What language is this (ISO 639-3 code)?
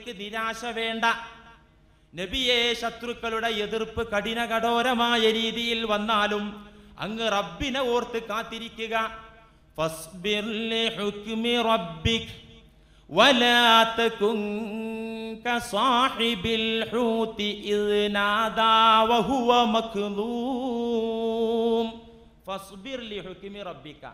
mal